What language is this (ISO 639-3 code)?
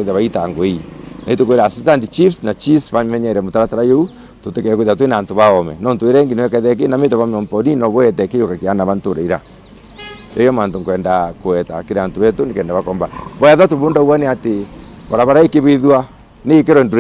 mer